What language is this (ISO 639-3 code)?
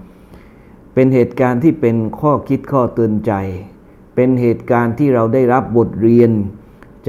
tha